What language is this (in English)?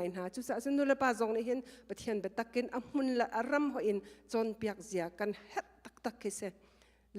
Hakha Chin